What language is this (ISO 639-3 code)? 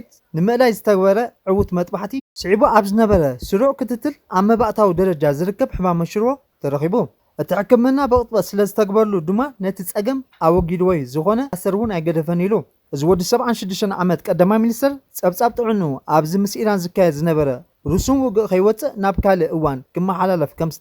tir